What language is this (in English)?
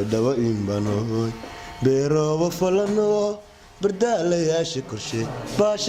Somali